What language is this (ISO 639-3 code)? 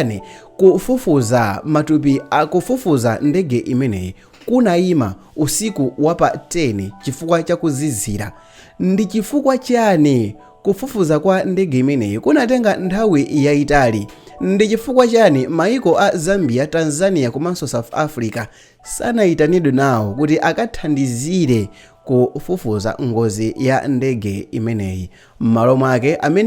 nya